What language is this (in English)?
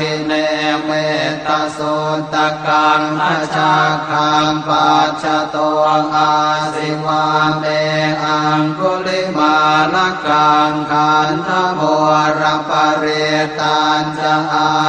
Pali